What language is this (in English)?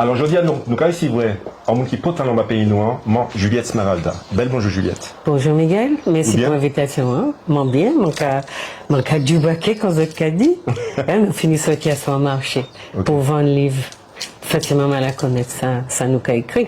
Guadeloupean Creole French